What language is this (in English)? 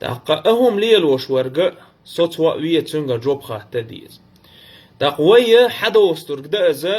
Chechen